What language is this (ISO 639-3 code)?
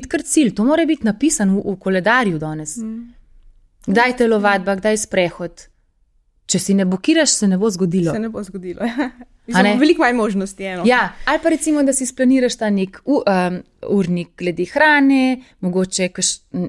slv